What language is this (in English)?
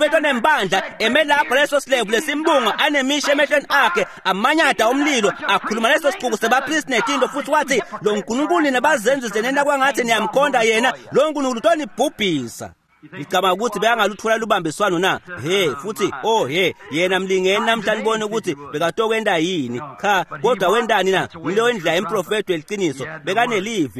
Swati